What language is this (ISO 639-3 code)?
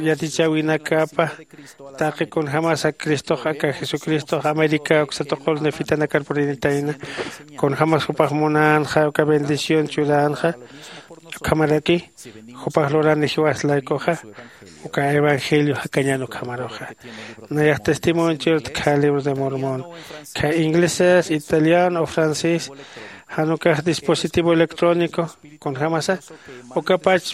aym